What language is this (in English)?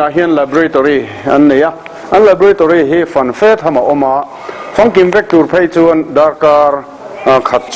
Mizo